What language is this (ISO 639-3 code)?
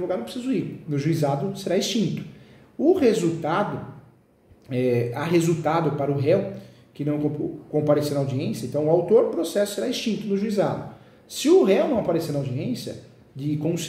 por